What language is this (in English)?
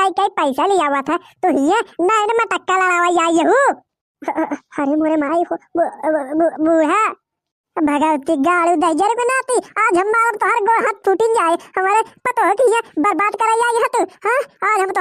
Bhojpuri